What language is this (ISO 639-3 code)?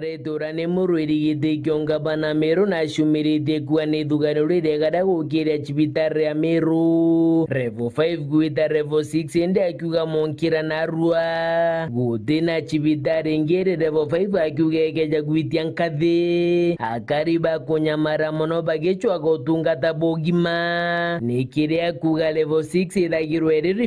mer